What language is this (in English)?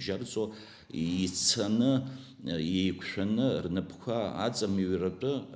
Abkhazian